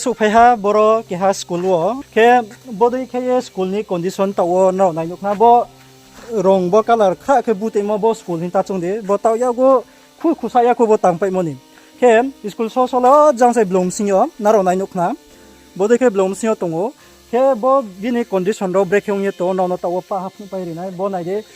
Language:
Riang (India)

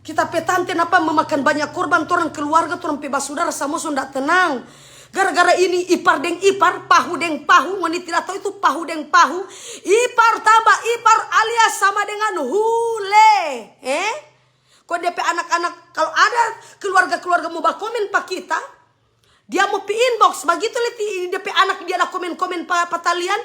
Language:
Manado Malay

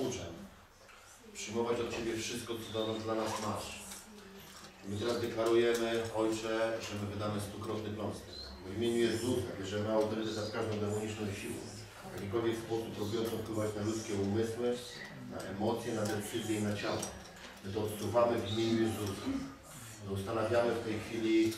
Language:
Polish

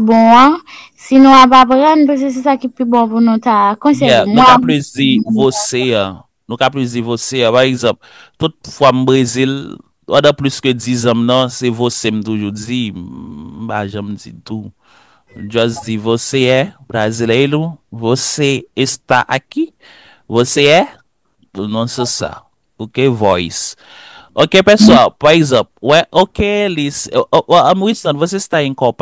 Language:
Haitian Creole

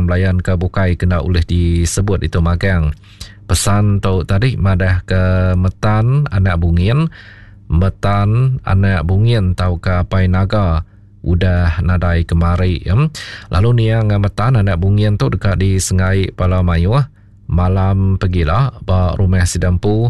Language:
Iban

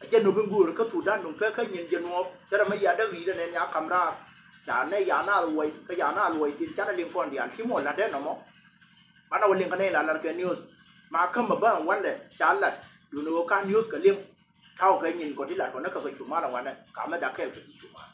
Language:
Nuer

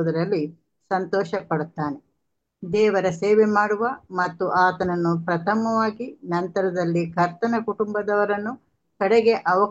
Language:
Kannada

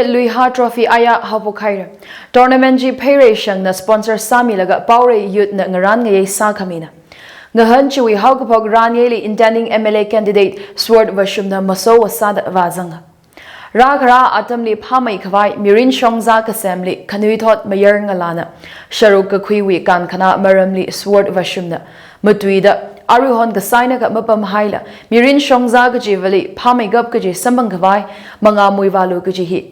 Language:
Tangkhul Naga (India)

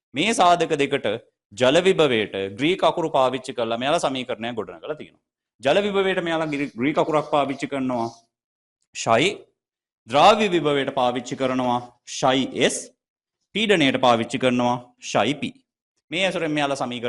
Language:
Sinhala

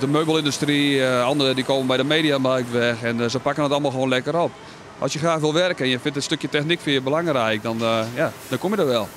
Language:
Western Frisian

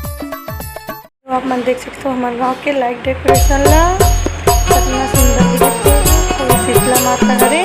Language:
Chhattisgarhi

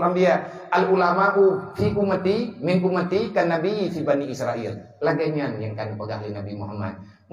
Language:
Achinese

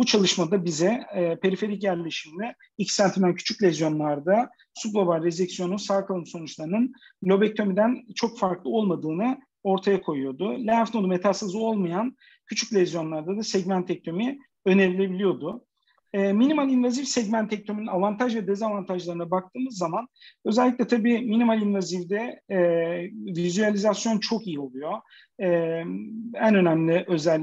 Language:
Turkish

